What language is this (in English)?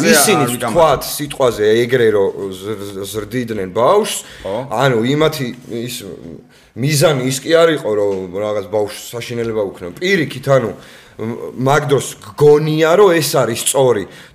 Georgian